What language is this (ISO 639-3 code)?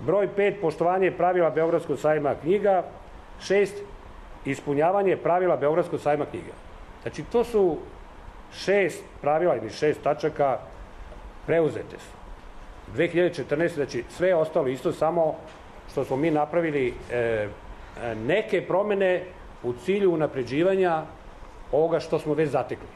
srp